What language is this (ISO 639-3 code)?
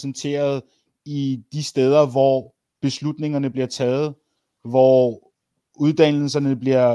dan